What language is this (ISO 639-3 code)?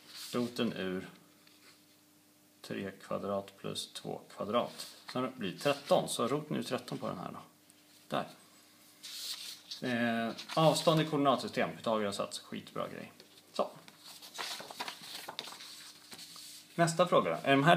swe